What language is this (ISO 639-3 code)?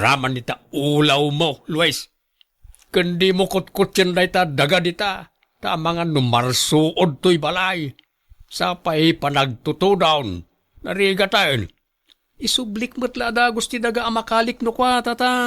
ilo